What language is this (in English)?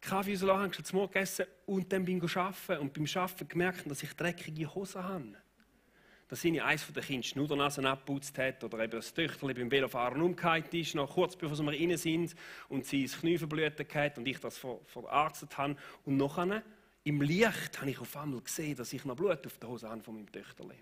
Swiss German